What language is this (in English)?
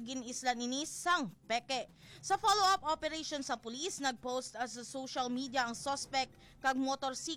Hiligaynon